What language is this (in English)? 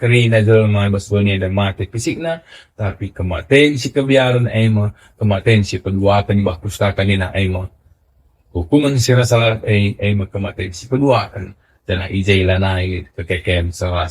Batak Karo